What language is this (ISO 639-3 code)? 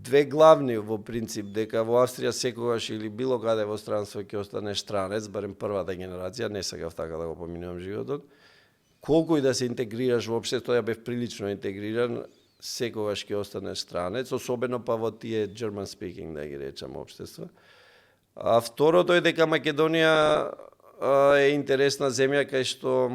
mkd